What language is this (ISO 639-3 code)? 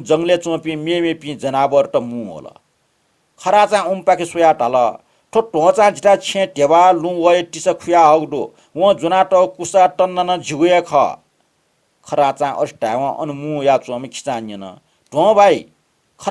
new